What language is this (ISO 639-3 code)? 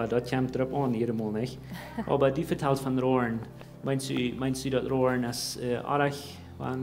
pdt